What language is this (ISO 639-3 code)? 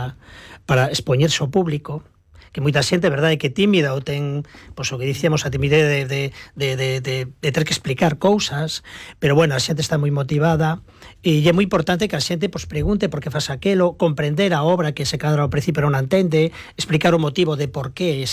glg